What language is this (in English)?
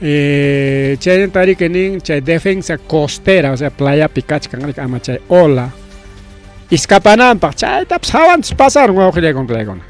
Ayacucho Quechua